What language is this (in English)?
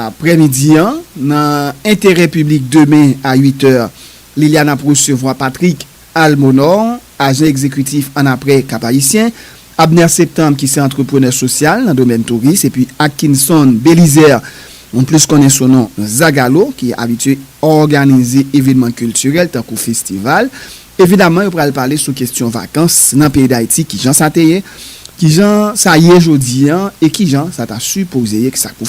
Haitian Creole